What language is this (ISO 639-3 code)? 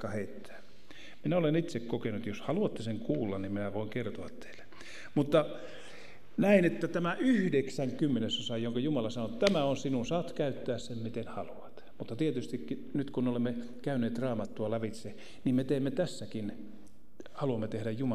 fin